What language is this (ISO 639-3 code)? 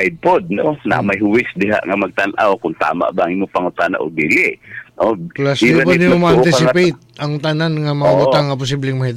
ceb